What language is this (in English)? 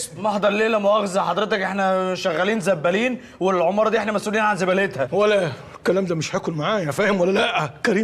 Egyptian Arabic